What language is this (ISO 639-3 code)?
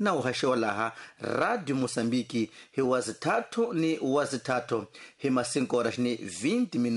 tso